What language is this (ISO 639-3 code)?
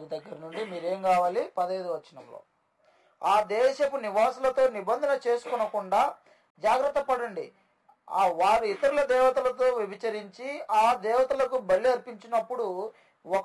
tel